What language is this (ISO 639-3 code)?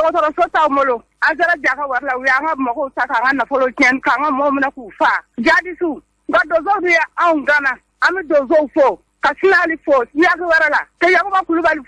bam